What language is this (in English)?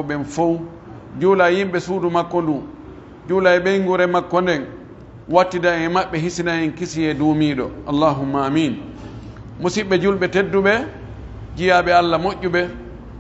Pular